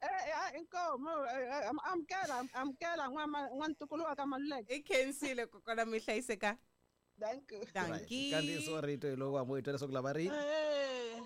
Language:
Tsonga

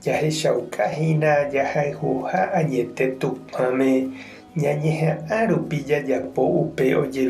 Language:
Guarani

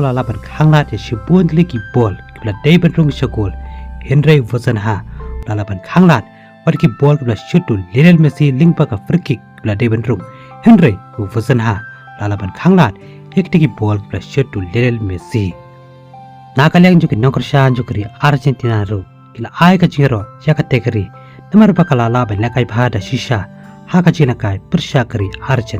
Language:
Khasi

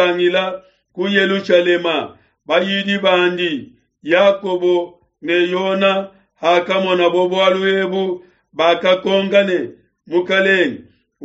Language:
Luba-Lulua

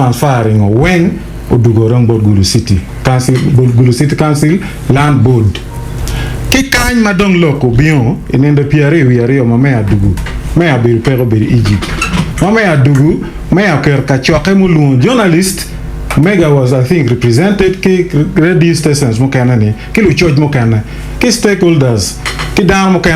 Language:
Acoli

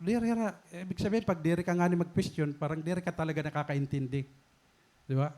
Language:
Waray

